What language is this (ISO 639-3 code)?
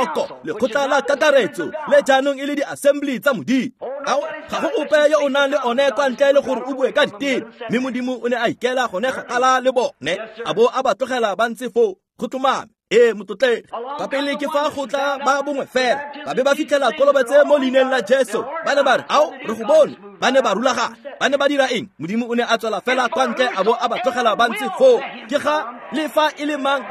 tsn